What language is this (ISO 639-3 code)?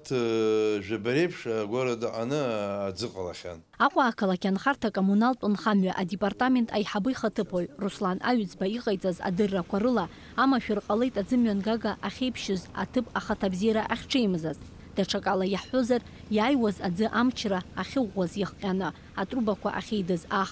abk